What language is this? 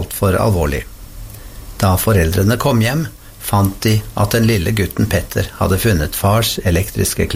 Norwegian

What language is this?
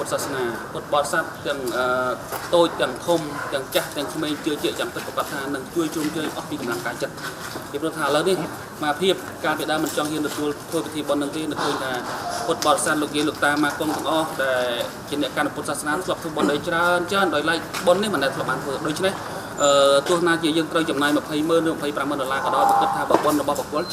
Khmer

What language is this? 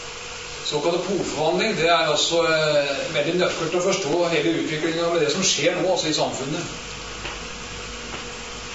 Norwegian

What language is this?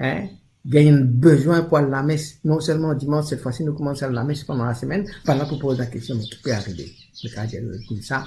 Morisyen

